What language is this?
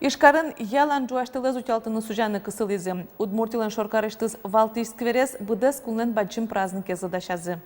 Udmurt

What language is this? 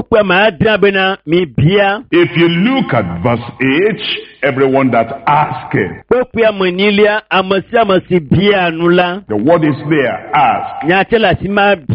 Ewe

